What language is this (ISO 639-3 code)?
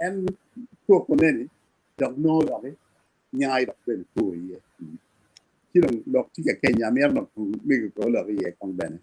ach